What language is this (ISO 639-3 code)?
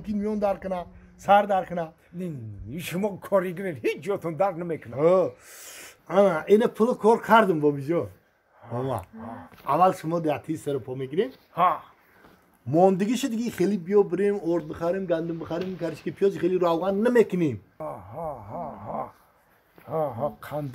tgk